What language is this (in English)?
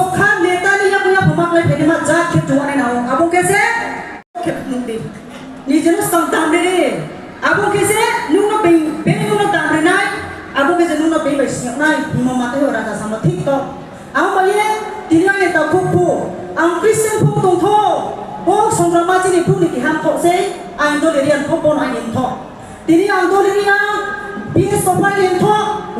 Riang (India)